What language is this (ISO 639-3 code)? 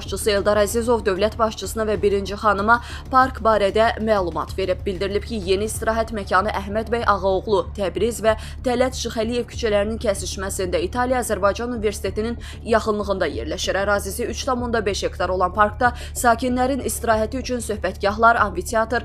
aze